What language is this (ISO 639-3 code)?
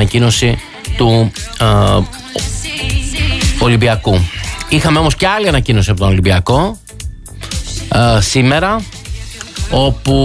ell